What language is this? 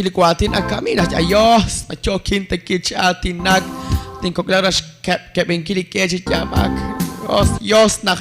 Kekchí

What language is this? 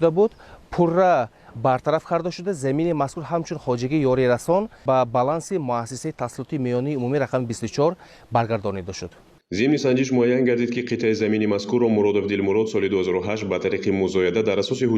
Tajik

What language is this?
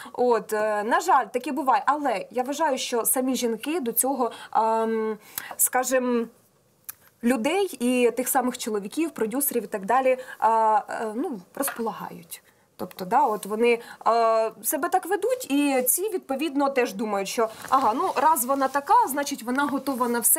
Ukrainian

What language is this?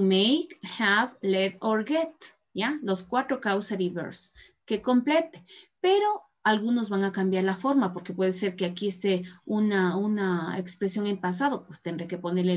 Spanish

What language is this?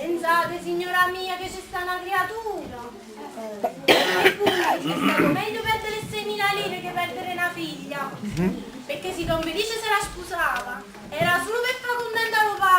Neapolitan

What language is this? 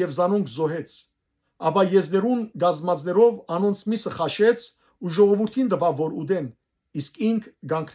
Western Armenian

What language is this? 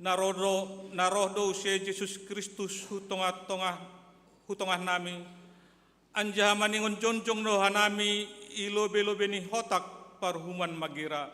Batak Simalungun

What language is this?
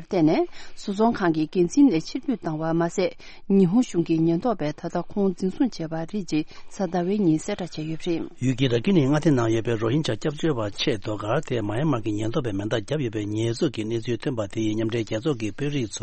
Tibetan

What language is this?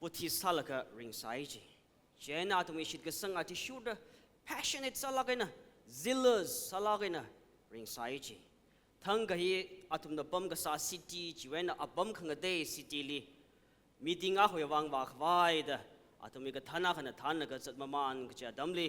Tangkhul Naga (India)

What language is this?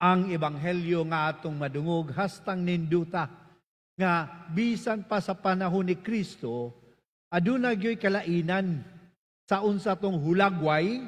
Cebuano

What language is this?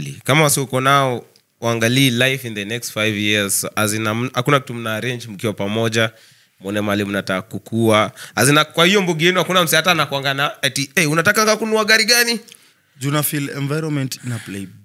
Swahili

